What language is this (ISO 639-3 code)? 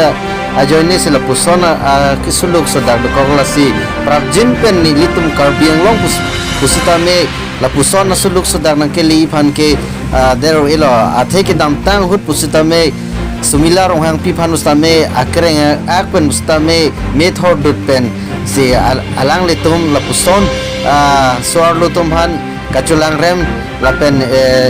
mjw